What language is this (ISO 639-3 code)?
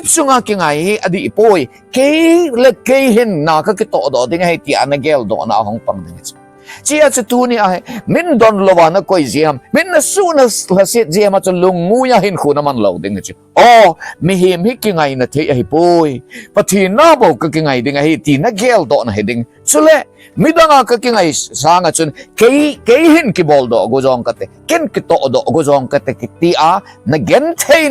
tcz